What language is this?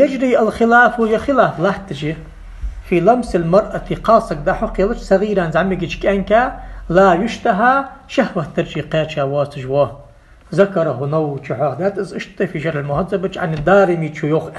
Ingush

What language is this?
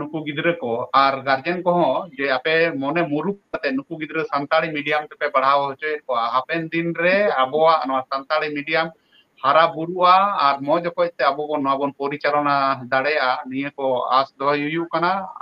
Santali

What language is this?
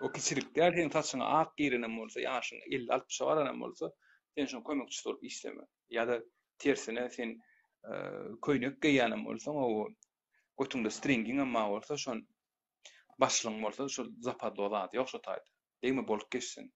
Turkmen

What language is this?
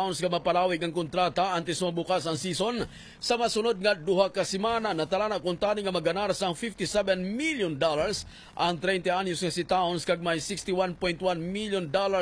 Hiligaynon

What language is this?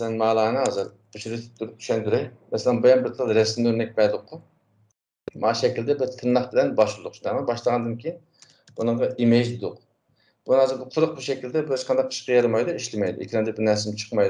Uyghur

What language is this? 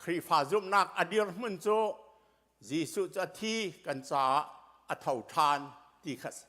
Hakha Chin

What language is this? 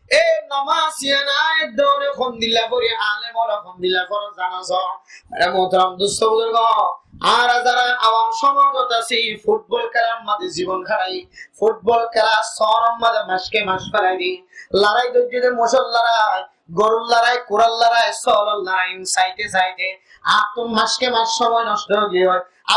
Rohingya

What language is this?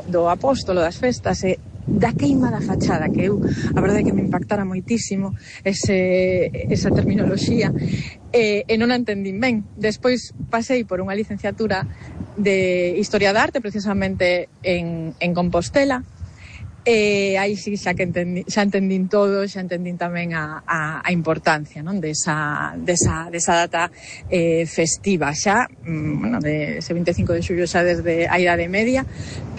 Galician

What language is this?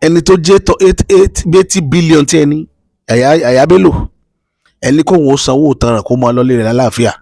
Yoruba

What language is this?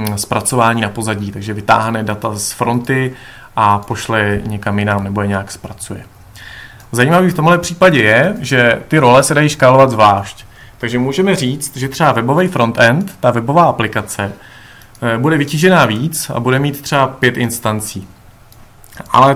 Czech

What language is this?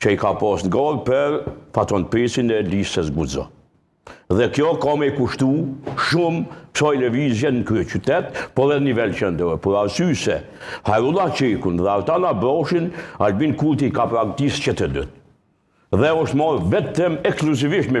Albanian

